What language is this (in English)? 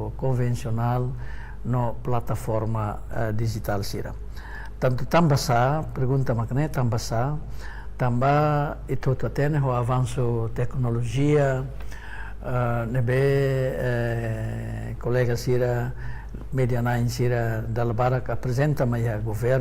Tetum